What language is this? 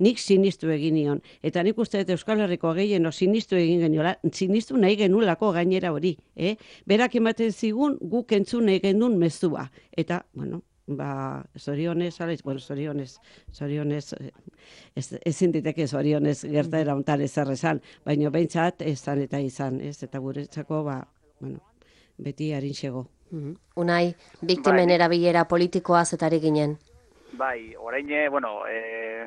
Basque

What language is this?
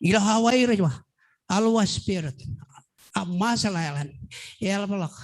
Marshallese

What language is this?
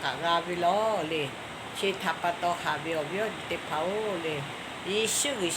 Lahu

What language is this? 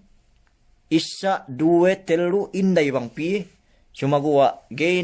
Yakan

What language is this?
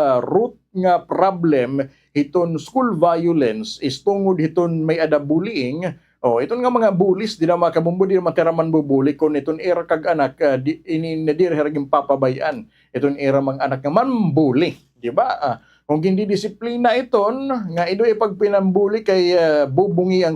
Waray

